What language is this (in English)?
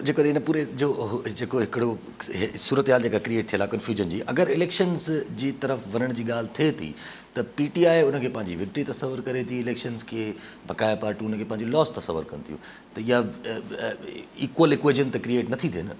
Sindhi